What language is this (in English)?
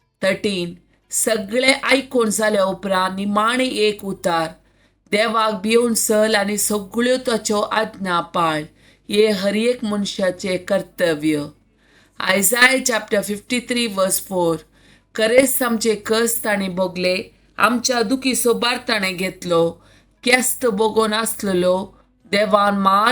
Konkani